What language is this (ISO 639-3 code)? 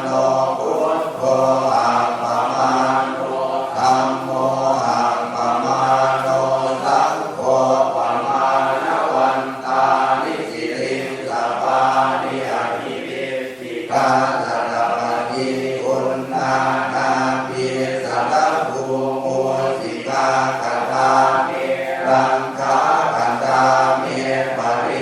pli